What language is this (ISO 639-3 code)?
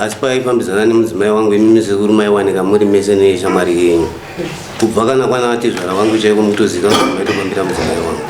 sna